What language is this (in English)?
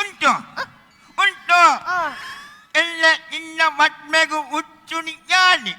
Tulu